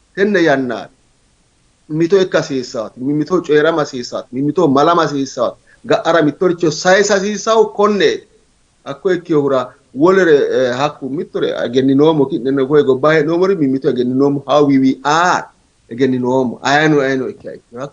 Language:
Sidamo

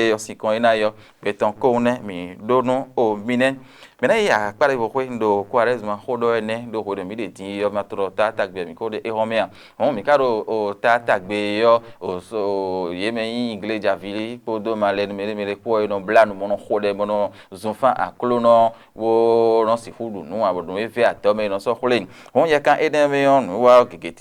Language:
Fon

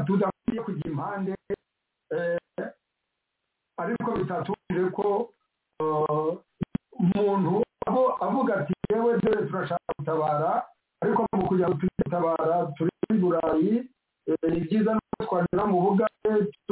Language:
Kinyarwanda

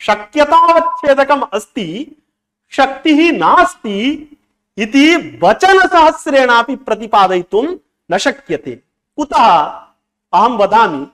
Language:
Sanskrit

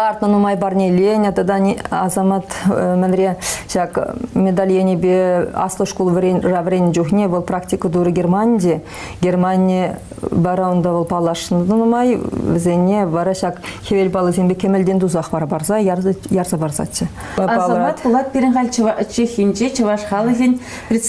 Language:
Chuvash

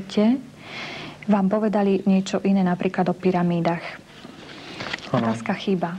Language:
Slovak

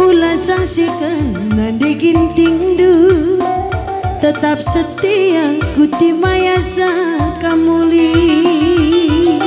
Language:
Batak Karo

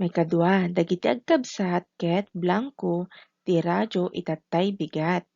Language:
Iloko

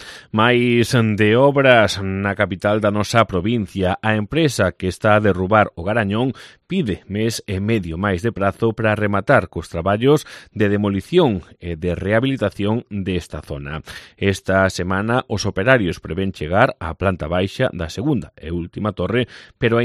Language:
Galician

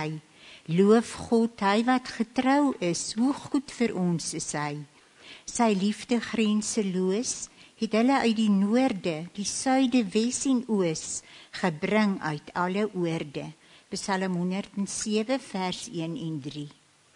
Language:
Afrikaans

